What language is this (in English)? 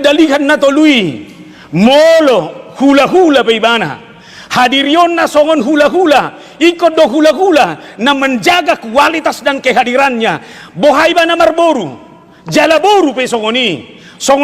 Batak Toba